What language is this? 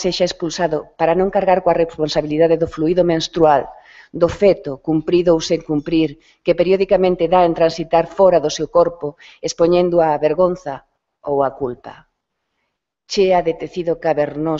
Galician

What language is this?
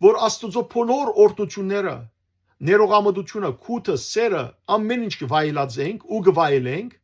Western Armenian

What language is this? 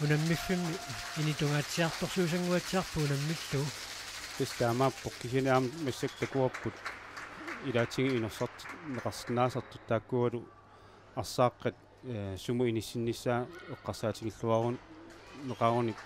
Kalaallisut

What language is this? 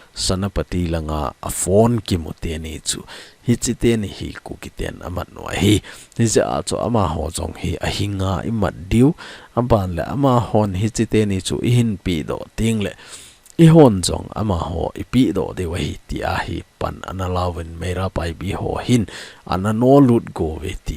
Thado Chin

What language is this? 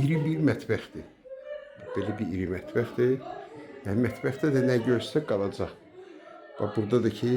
Azerbaijani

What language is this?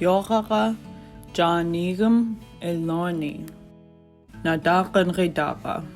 Central Yupik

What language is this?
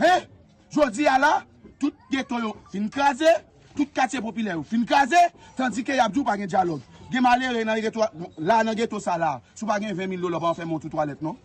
Haitian Creole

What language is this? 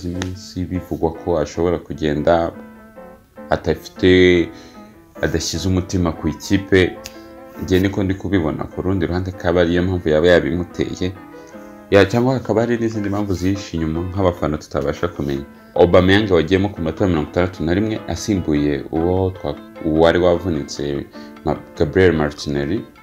Kinyarwanda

